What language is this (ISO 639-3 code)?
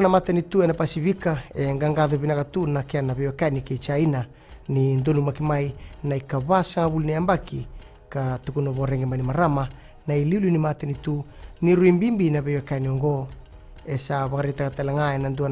fij